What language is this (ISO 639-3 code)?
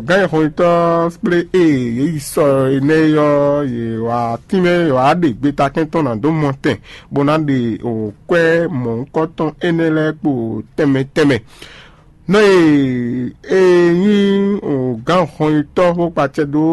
fon